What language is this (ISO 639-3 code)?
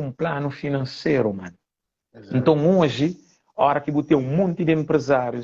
kea